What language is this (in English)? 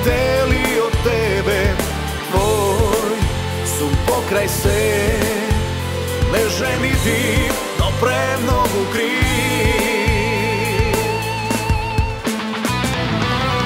Macedonian